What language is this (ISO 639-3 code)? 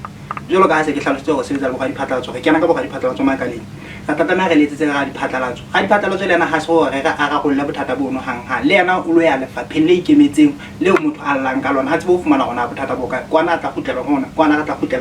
sot